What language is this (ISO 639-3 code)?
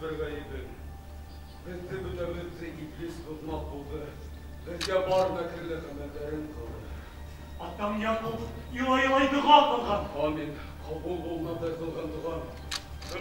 bak